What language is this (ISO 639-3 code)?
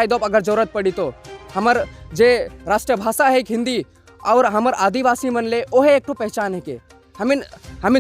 sck